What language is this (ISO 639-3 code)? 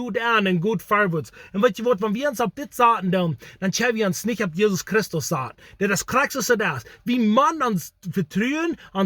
pdt